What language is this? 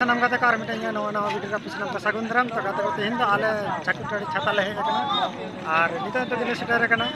Santali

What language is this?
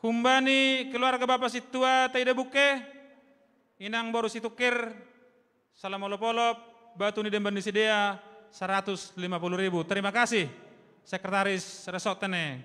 Batak Simalungun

